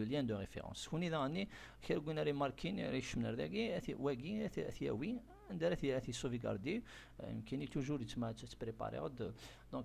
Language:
Kabyle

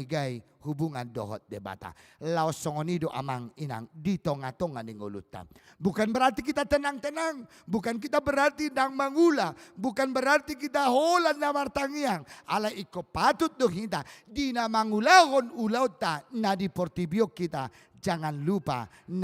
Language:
Batak Toba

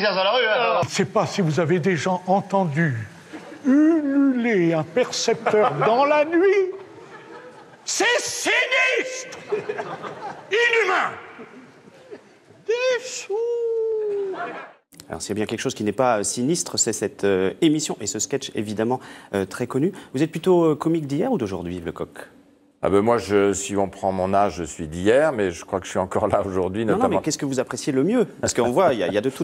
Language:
French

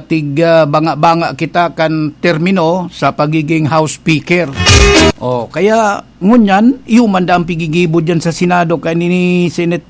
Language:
Bikol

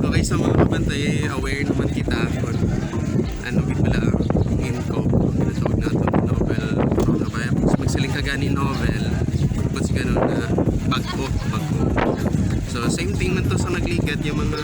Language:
Hiligaynon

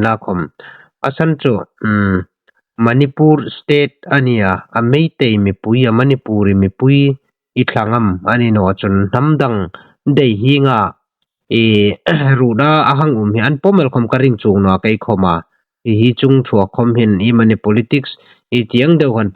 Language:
Hmar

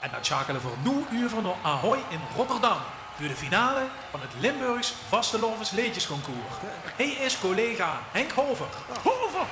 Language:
Limburgish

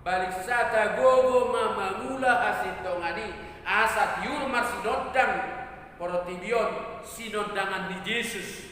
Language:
Batak Toba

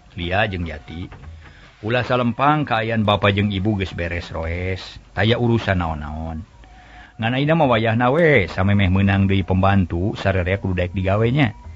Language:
Sundanese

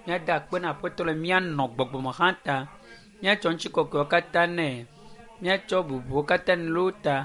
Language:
Ewe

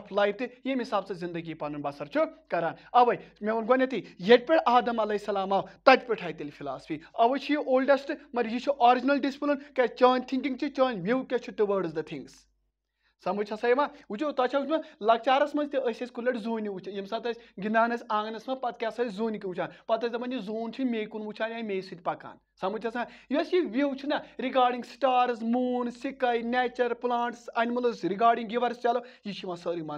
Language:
Kashmiri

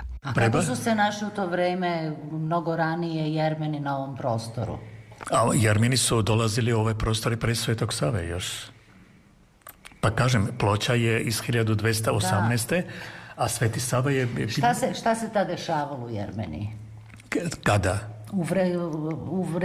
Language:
Serbian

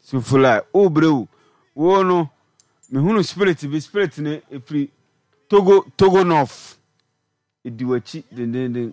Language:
Akan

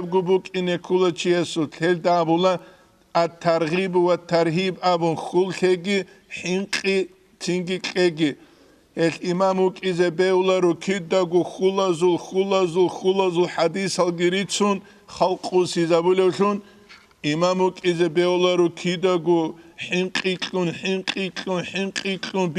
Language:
Avaric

